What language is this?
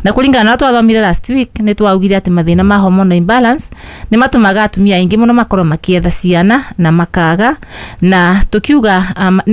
Kikuyu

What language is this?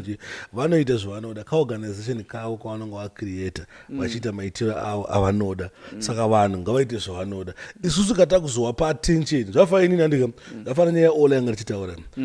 Shona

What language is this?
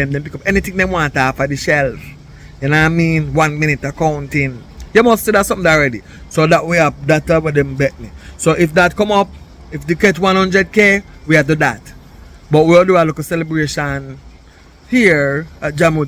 Jamaican Creole English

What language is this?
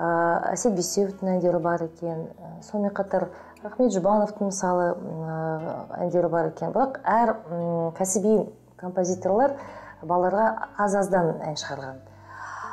Kazakh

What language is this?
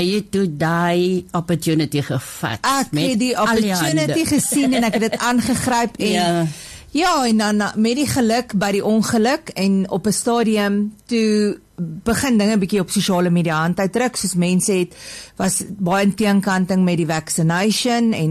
Afrikaans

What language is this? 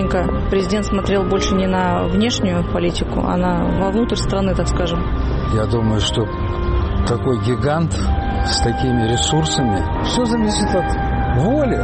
Russian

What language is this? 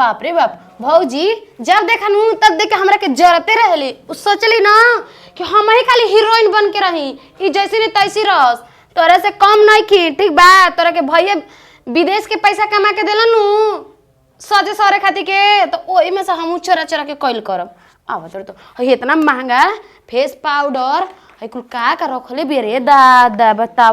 Bhojpuri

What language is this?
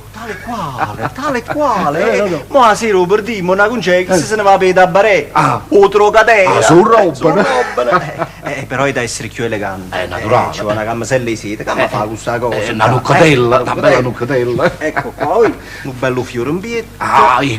Neapolitan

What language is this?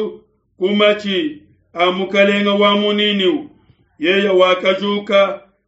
Luba-Lulua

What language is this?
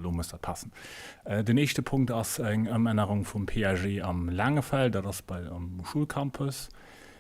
Luxembourgish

